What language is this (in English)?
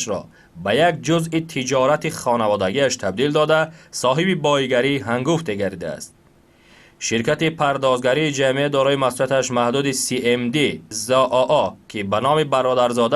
Tajik